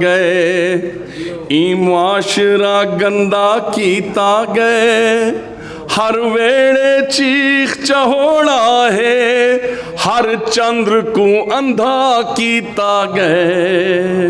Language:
Saraiki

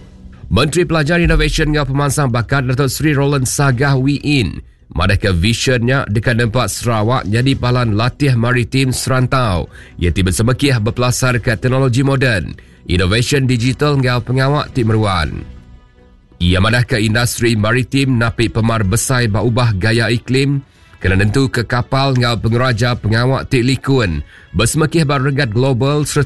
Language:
Iban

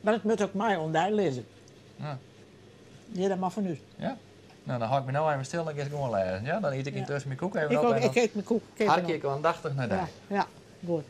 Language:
Western Frisian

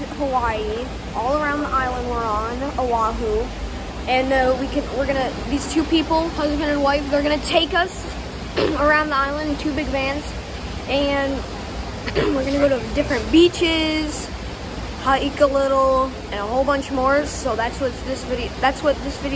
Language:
English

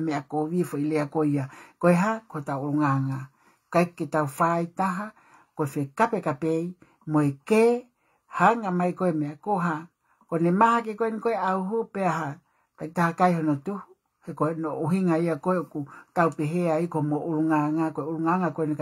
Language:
Tongan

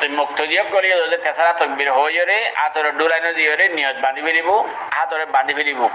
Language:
Rohingya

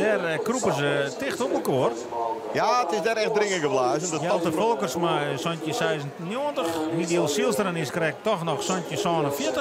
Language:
Western Frisian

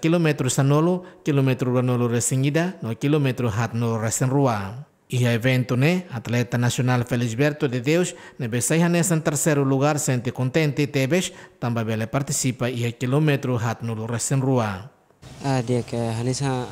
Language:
Tetum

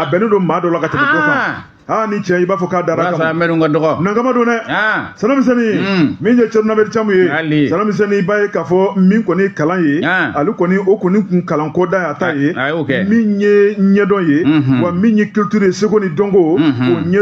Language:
Bambara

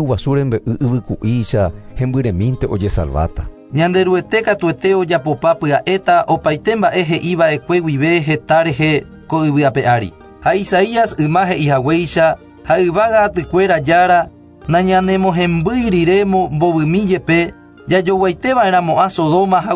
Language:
Guarani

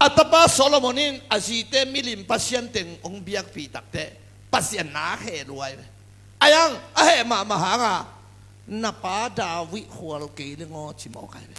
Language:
Tedim Chin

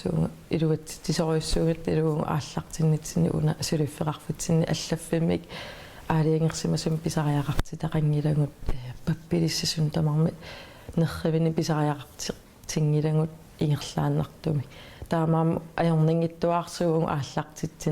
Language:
Kalaallisut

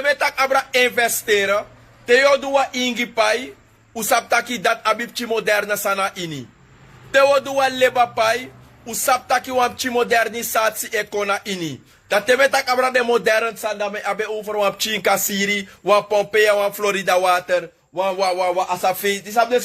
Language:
Sranan Tongo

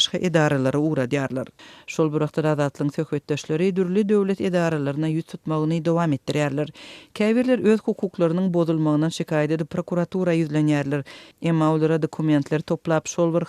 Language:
Turkmen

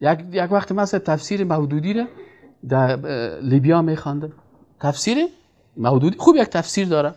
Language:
Persian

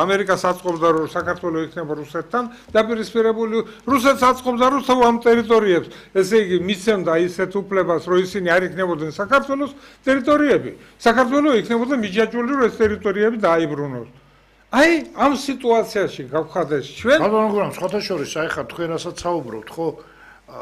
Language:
Georgian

